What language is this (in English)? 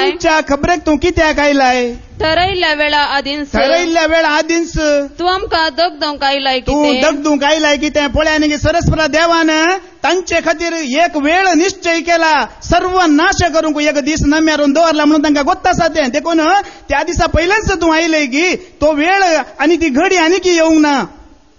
Konkani